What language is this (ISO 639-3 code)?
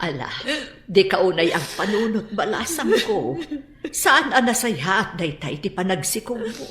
ilo